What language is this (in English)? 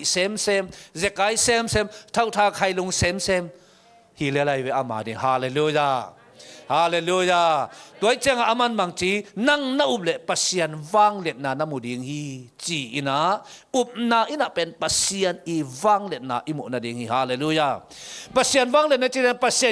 Tedim Chin